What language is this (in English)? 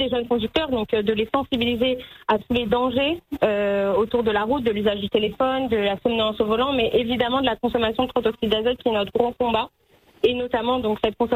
French